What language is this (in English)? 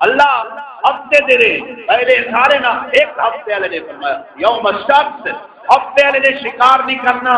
Saraiki